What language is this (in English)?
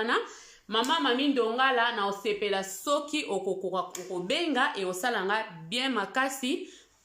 Lingala